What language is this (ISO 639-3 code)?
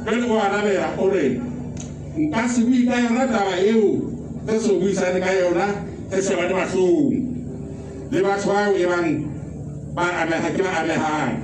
sot